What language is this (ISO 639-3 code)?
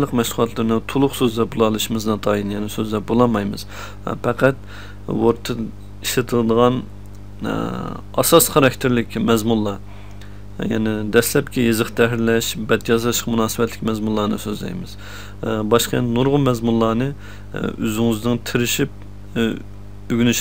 uig